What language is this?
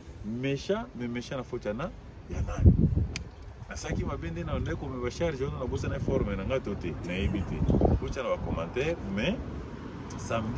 Lingala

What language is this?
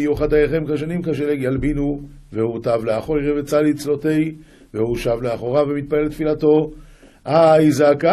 Hebrew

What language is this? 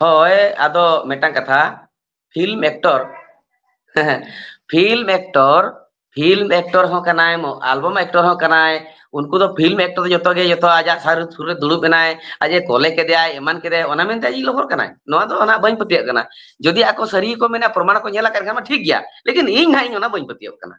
Santali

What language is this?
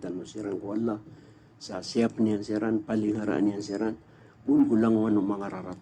Maranao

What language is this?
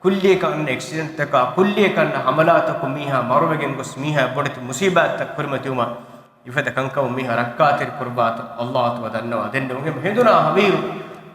Divehi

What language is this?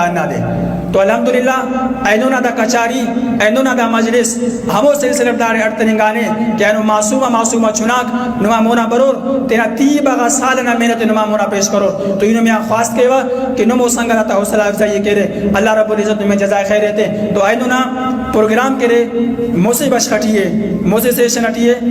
Brahui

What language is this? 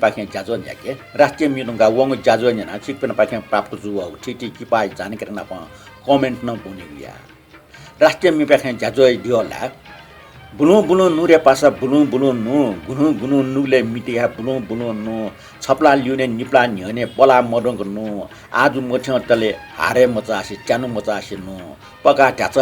Newari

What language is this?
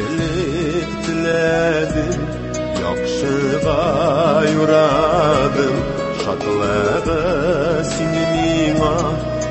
Tatar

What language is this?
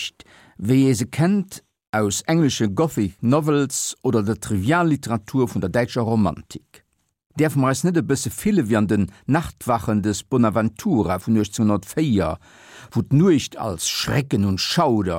Luxembourgish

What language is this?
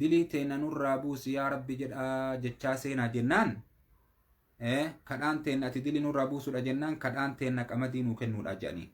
Oromo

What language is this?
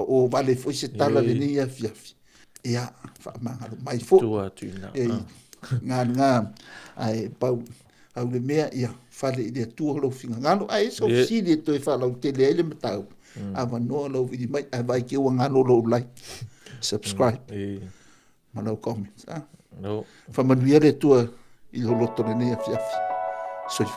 Samoan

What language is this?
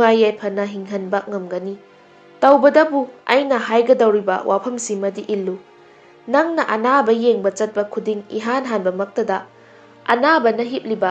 Manipuri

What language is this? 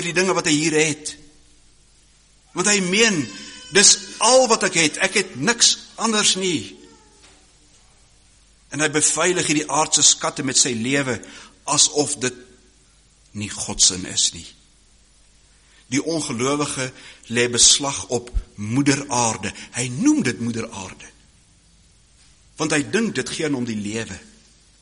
Afrikaans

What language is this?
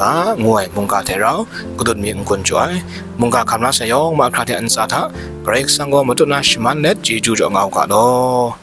Kachin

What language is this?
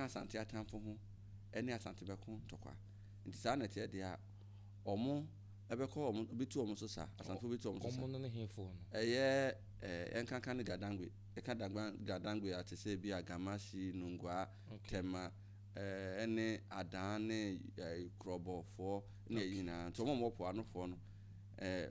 Akan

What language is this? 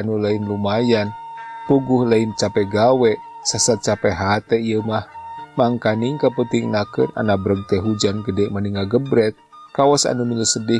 Sundanese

